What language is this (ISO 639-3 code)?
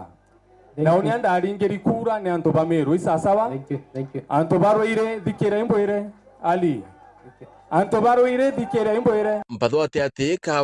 mer